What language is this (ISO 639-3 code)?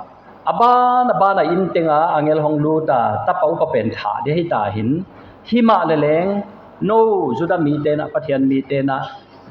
pck